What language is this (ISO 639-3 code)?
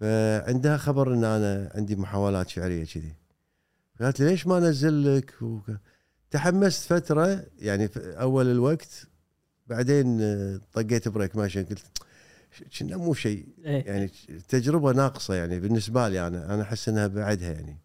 afb